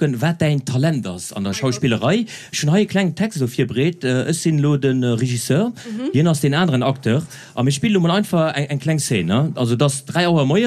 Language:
Luxembourgish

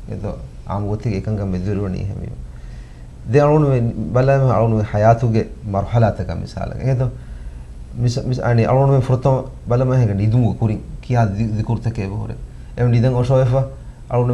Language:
Divehi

